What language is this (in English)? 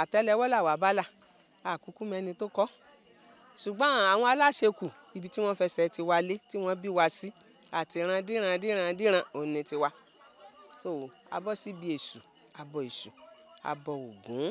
Yoruba